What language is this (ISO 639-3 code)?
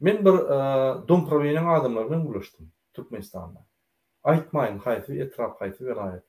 tuk